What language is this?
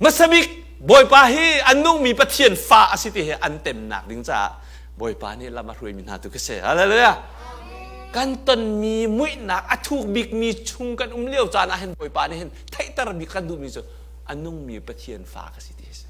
Hakha Chin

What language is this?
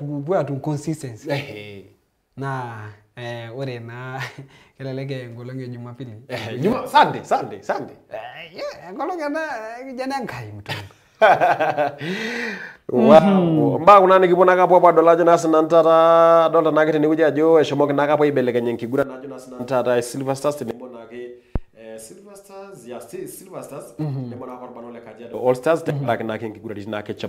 Masai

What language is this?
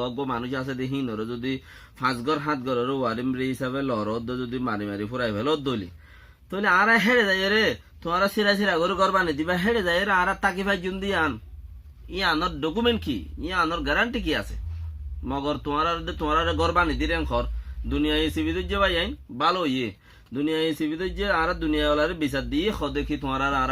Rohingya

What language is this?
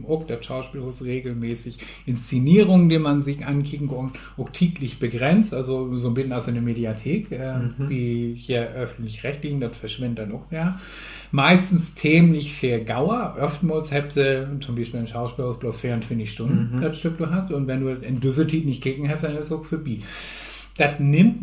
Low German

